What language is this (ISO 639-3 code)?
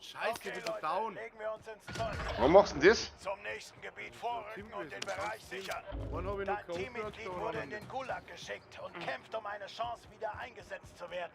bar